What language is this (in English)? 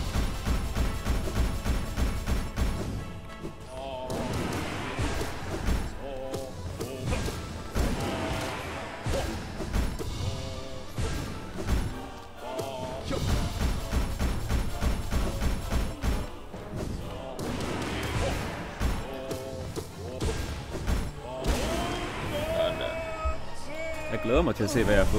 Danish